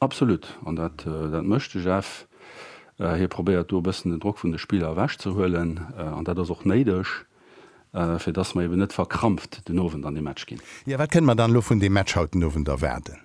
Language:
Luxembourgish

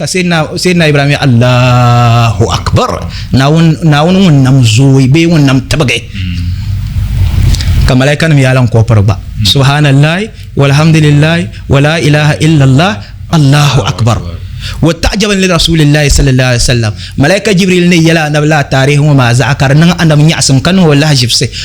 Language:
Dagbani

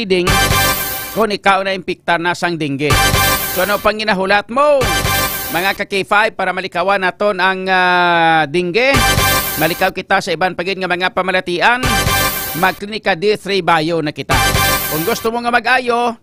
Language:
Hiligaynon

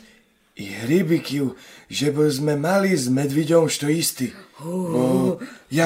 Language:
Rusyn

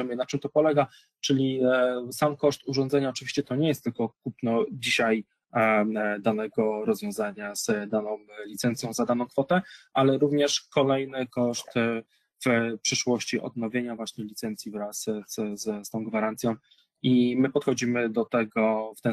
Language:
Polish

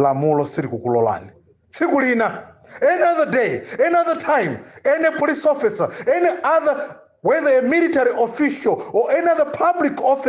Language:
Nyanja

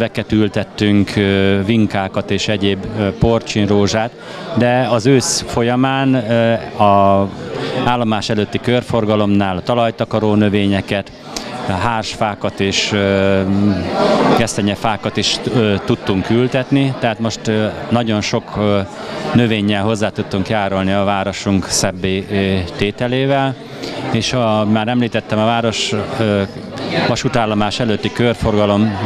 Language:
Hungarian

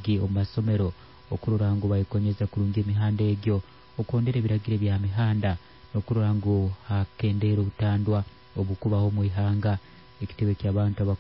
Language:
Nyankole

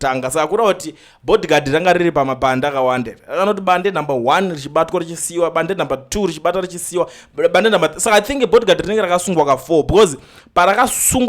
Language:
Shona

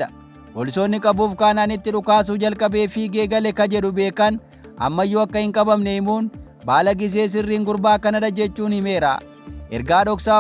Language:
Oromo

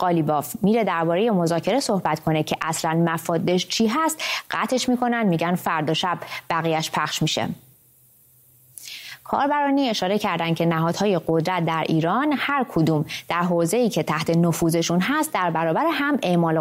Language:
Persian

